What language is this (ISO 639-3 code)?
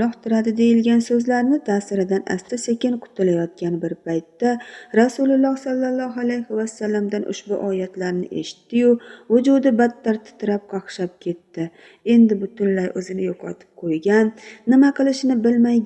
uzb